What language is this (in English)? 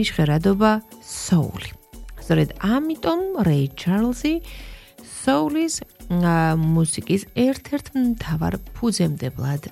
Georgian